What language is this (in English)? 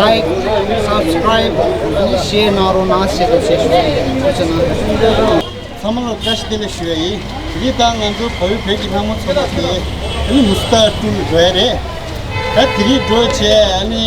Tibetan